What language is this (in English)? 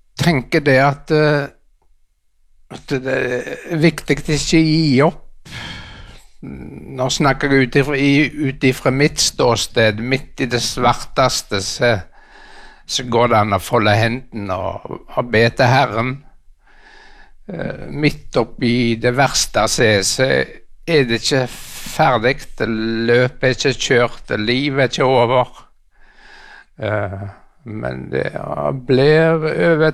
Norwegian